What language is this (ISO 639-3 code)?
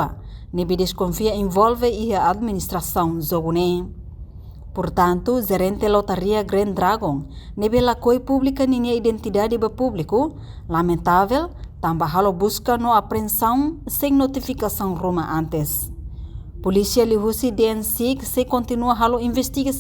tet